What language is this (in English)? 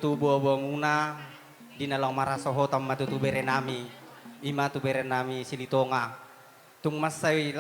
Batak Toba